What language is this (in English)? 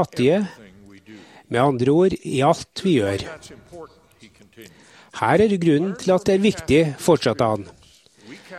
Norwegian